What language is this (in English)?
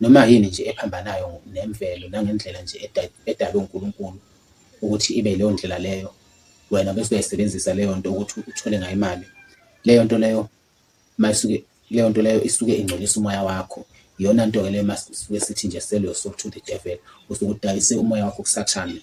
Zulu